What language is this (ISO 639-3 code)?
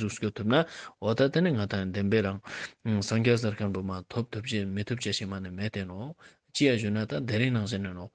lbj